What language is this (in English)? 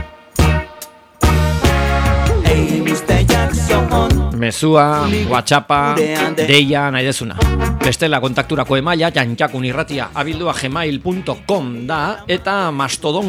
Basque